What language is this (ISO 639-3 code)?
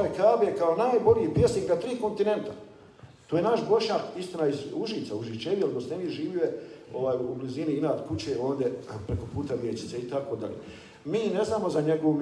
bos